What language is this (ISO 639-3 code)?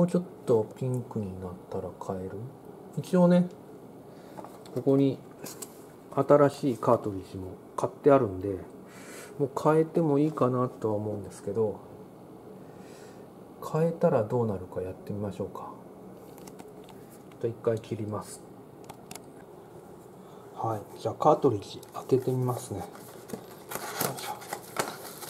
jpn